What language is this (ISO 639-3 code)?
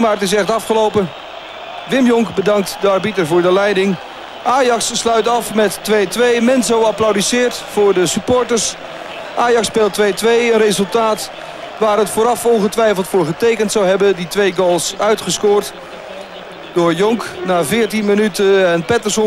nld